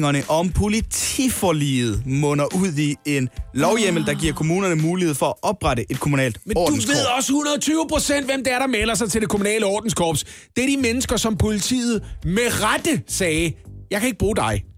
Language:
Danish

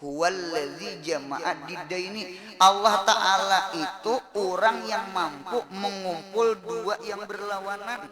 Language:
Banjar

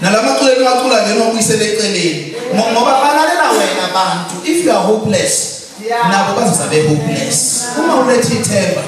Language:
Zulu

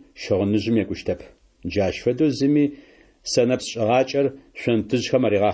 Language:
Adyghe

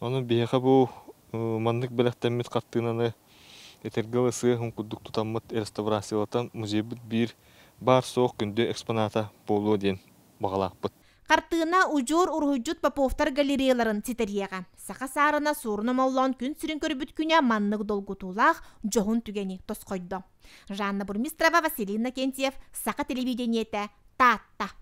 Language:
Yakut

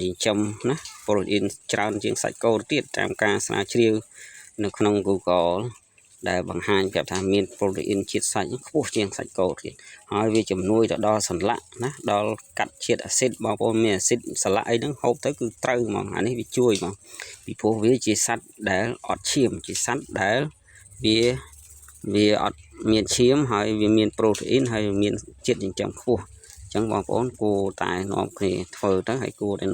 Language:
Khmer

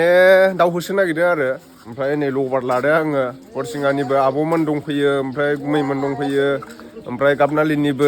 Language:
Bodo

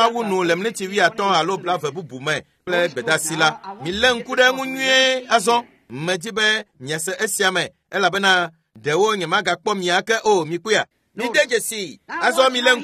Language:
Ewe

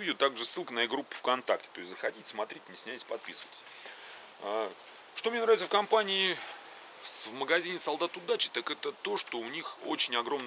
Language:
Russian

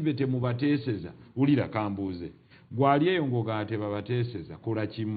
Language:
Ganda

